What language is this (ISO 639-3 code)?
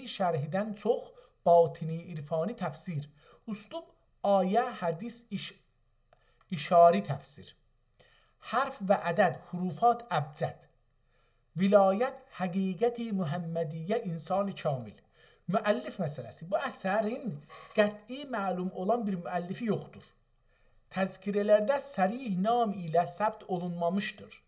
azb